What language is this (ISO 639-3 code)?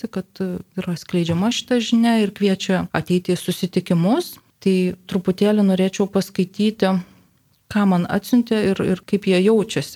lit